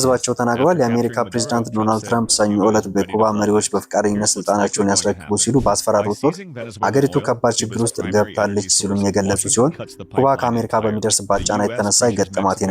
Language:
Amharic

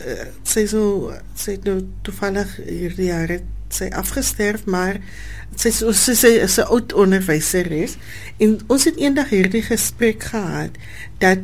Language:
Afrikaans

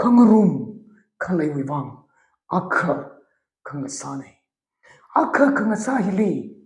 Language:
Tangkhul Naga (India)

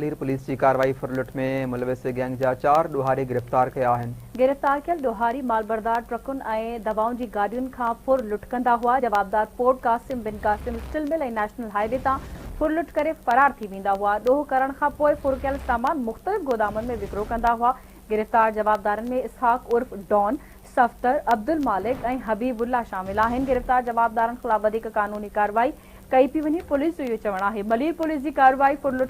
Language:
Sindhi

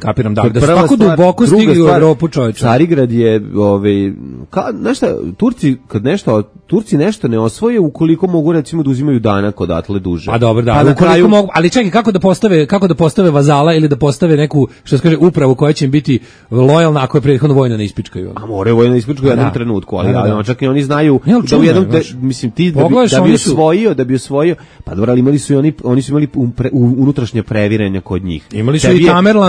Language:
Serbian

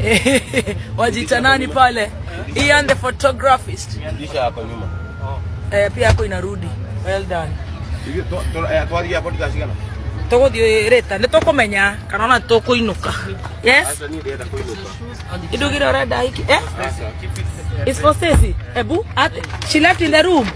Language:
Kikuyu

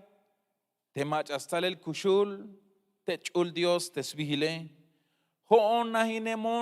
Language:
Tzeltal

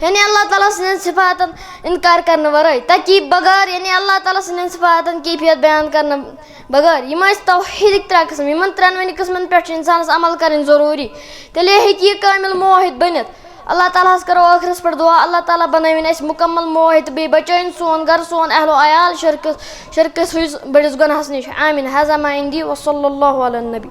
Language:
Kashmiri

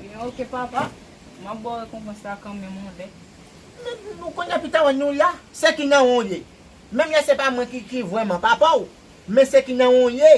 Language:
Haitian Creole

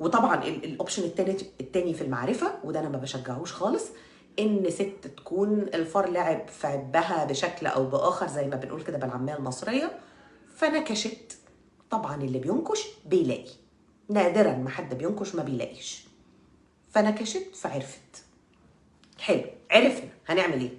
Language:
Egyptian Arabic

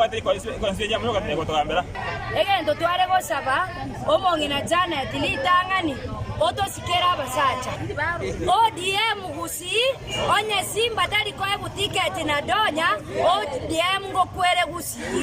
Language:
Gusii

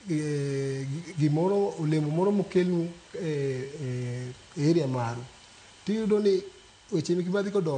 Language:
Luo (Kenya and Tanzania)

